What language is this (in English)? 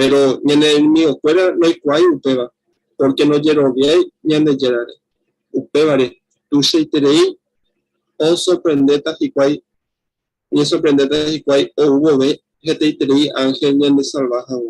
Guarani